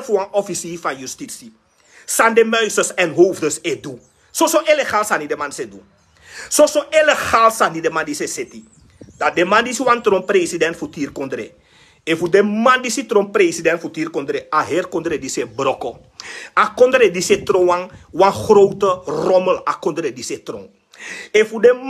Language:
Sranan Tongo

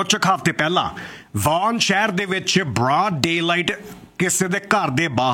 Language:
Punjabi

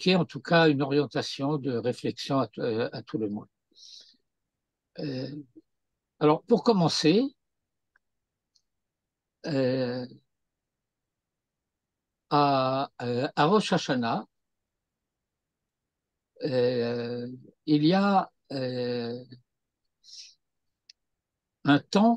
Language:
French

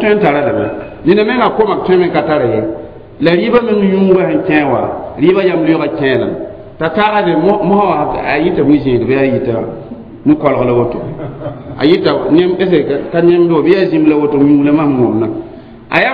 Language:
Mossi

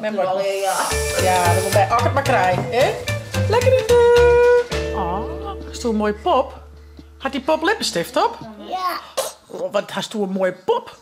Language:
Western Frisian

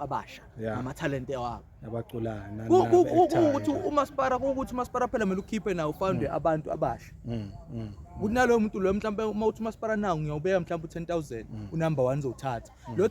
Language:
Zulu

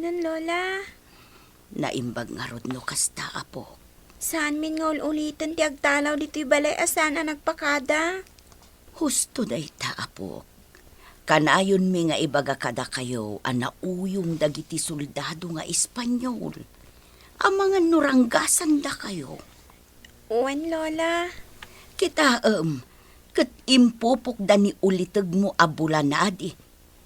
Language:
Iloko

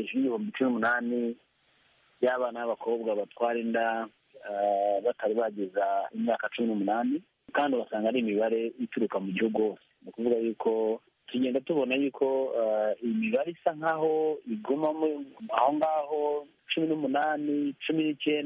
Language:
Kinyarwanda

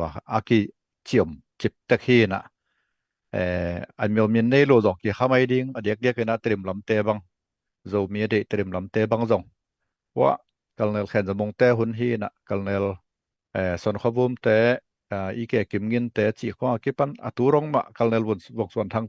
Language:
Tedim Chin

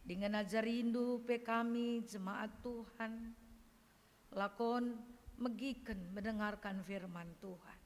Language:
Batak Karo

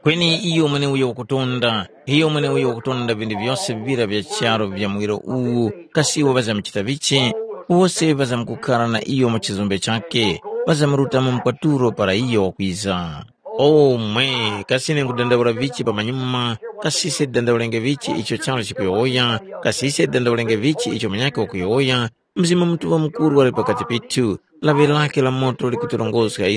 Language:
Tumbuka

